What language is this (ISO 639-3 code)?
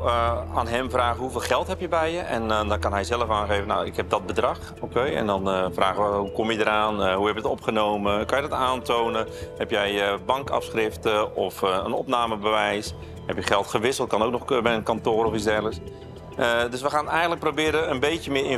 nld